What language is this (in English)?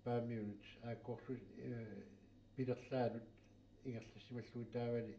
Kalaallisut